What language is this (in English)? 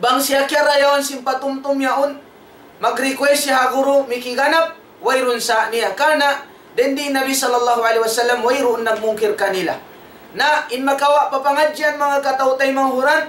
Tausug